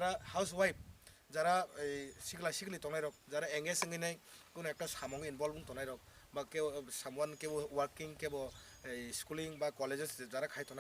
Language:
Kok Borok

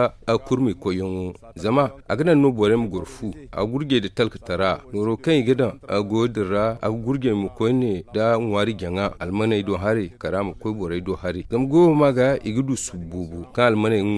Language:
Zarma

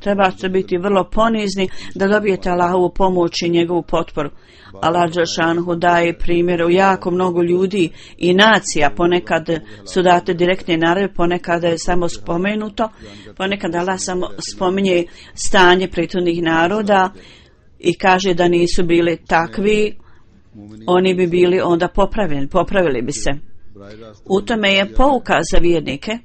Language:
Bosnian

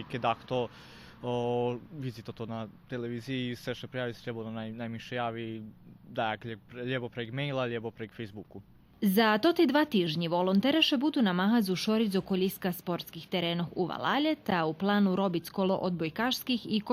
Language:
Rusyn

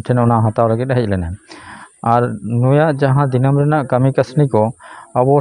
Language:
Santali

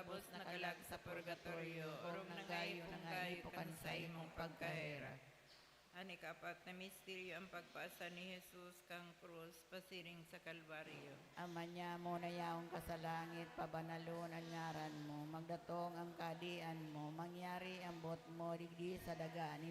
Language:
Bikol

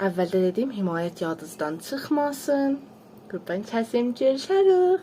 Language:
South Azerbaijani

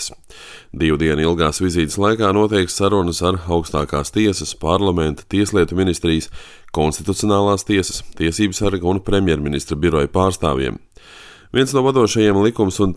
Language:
Latvian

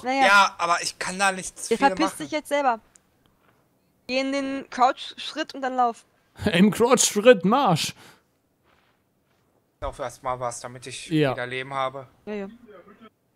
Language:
German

